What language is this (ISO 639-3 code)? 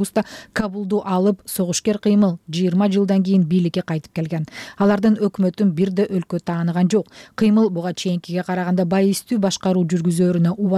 kir